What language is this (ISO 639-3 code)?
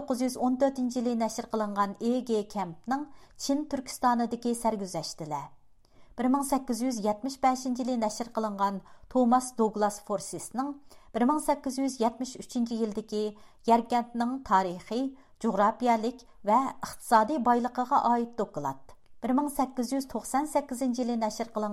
uig